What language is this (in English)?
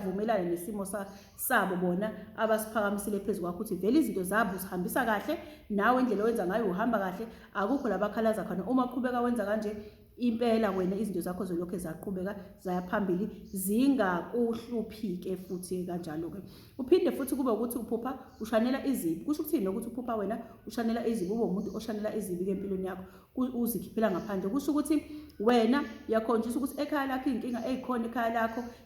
Zulu